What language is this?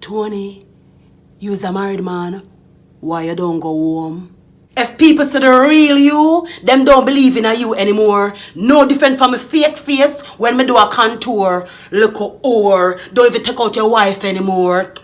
Jamaican Creole English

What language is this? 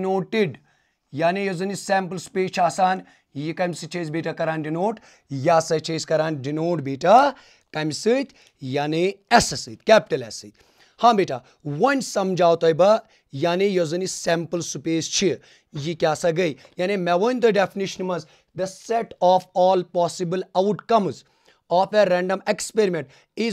Kashmiri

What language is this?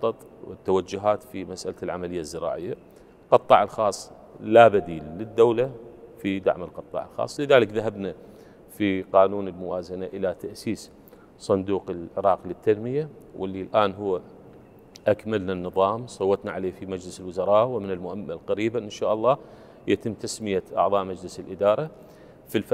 Arabic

